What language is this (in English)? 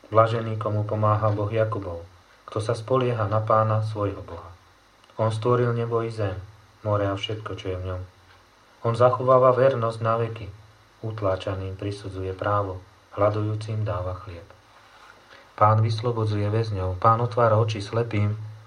Slovak